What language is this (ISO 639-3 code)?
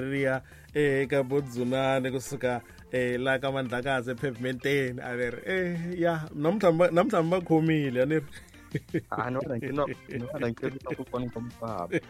tso